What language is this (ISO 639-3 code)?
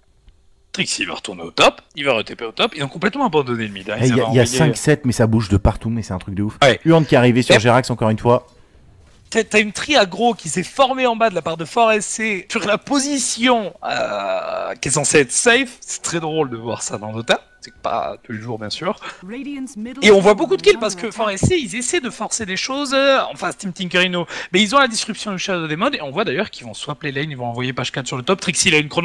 fra